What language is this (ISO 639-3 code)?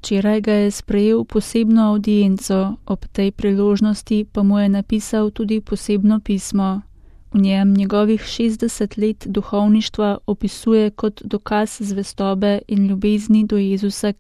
slv